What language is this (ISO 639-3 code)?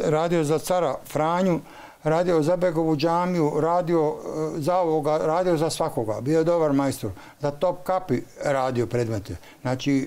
bos